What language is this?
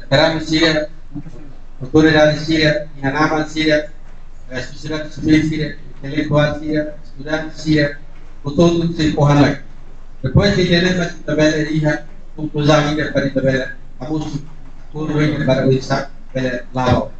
Tetum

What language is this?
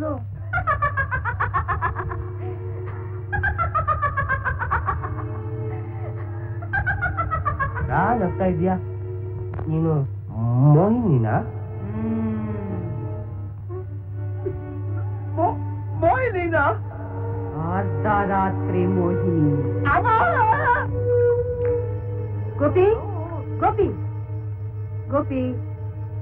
Kannada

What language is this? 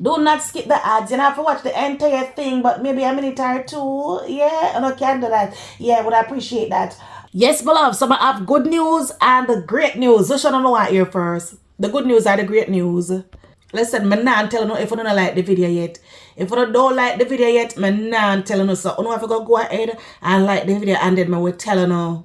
Jamaican Creole English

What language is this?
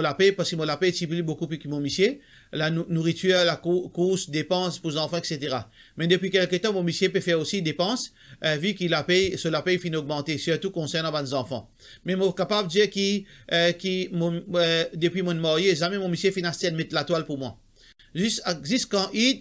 Morisyen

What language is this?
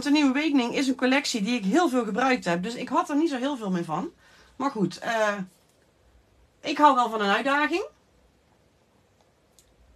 Dutch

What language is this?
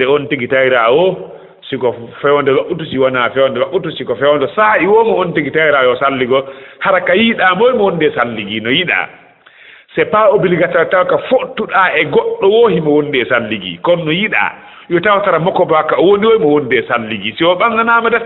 Fula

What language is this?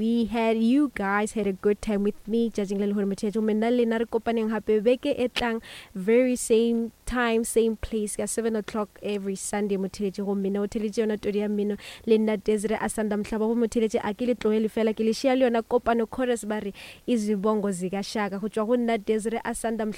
Northern Sotho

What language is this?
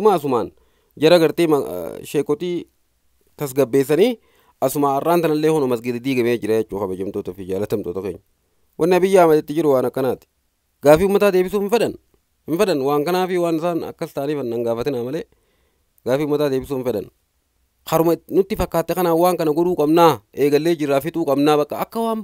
Oromo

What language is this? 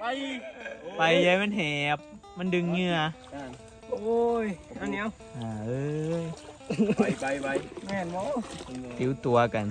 Northeastern Thai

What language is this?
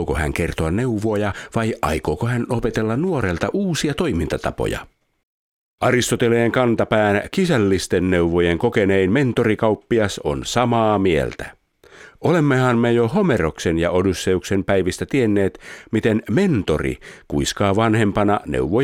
Finnish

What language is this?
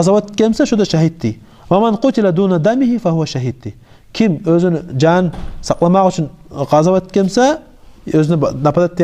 Kumyk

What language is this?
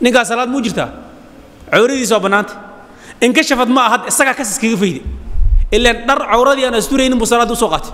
Somali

